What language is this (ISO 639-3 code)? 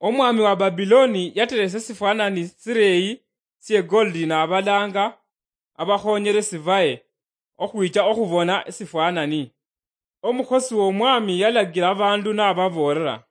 luy